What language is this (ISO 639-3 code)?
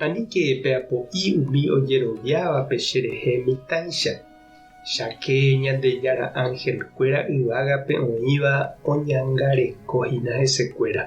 grn